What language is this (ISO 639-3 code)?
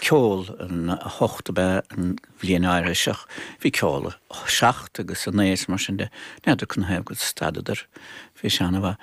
gle